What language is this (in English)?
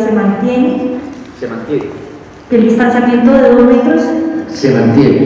Spanish